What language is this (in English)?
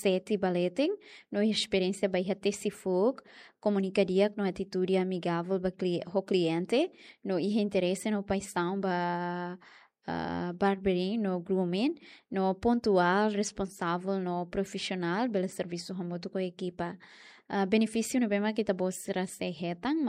Tetum